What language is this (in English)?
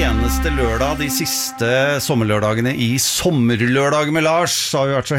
Norwegian